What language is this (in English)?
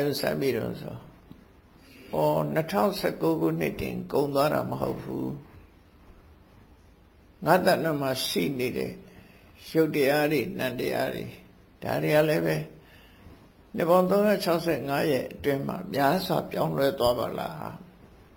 Burmese